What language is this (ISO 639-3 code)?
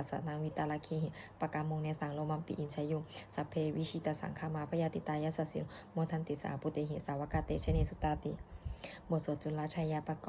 pli